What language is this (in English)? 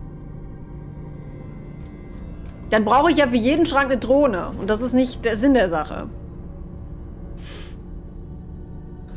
German